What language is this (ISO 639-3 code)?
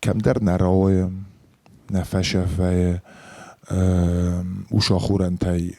oss